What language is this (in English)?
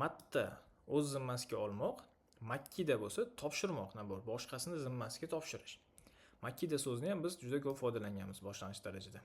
Uzbek